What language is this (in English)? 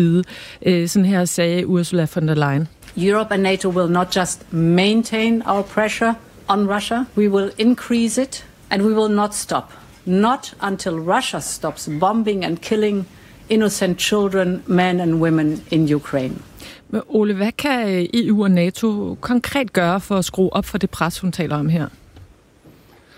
Danish